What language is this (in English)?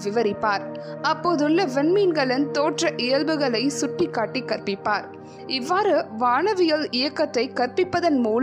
Tamil